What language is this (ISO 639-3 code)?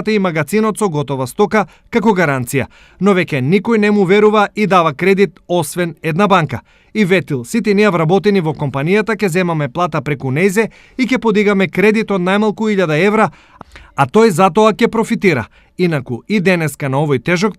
mkd